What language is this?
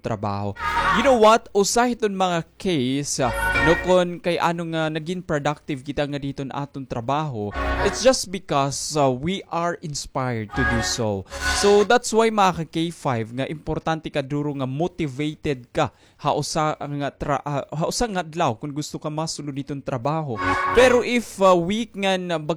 Waray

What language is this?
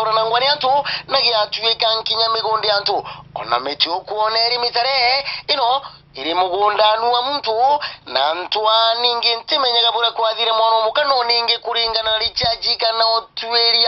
Meru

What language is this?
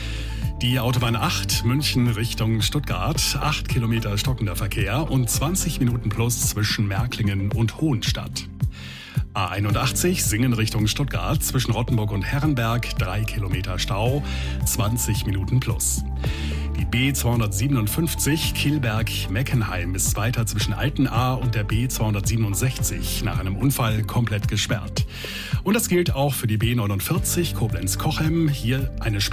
German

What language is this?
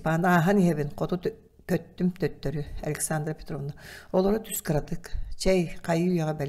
Yakut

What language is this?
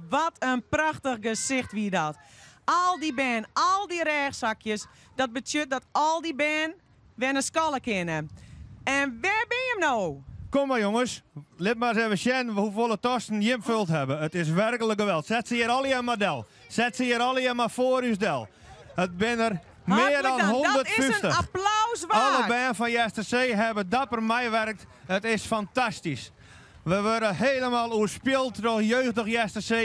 Western Frisian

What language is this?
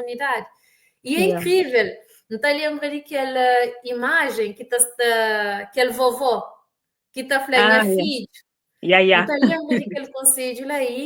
Kabuverdianu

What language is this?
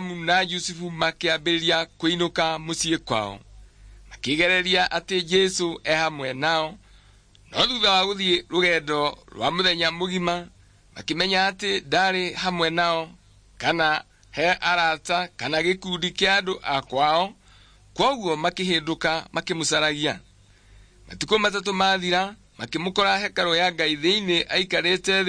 Kikuyu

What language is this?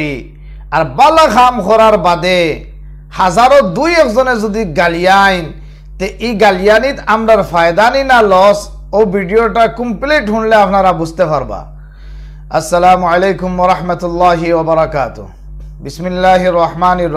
Sylheti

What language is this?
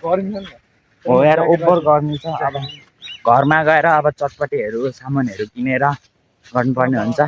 Nepali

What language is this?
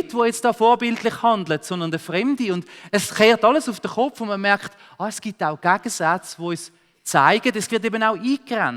Swiss German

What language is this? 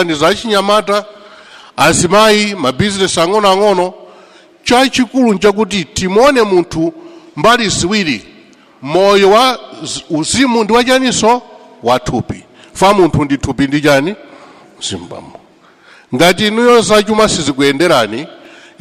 Nyanja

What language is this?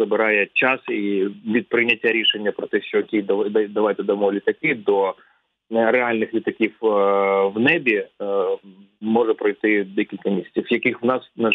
Ukrainian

